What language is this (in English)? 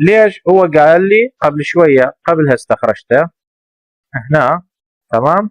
Mesopotamian Arabic